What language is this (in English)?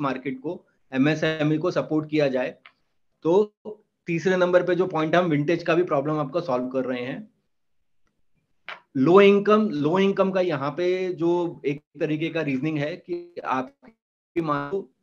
Hindi